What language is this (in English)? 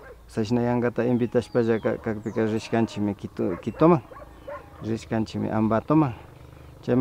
Imbabura Highland Quichua